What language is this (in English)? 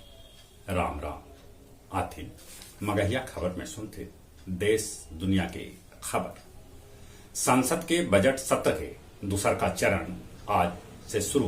Magahi